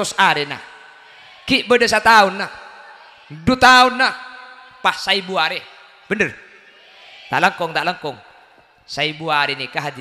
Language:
Madurese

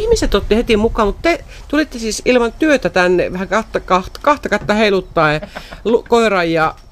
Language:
Finnish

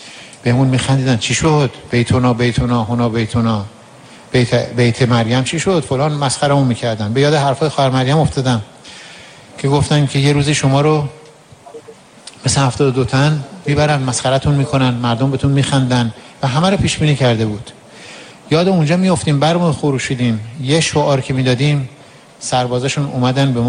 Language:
Persian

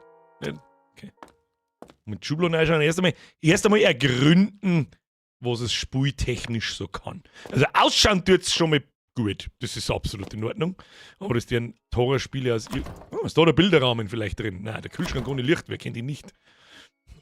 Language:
Bavarian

